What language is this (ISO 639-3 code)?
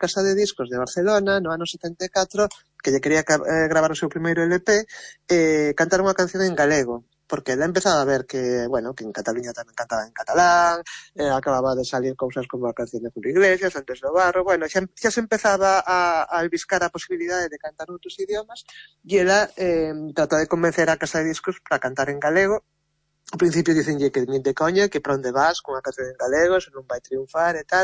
glg